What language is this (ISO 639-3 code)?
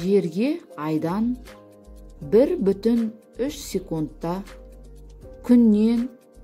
kaz